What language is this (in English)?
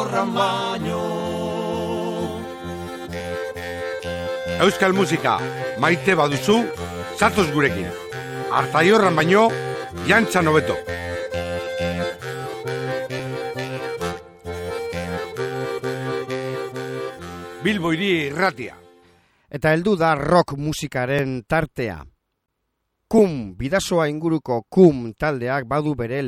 Basque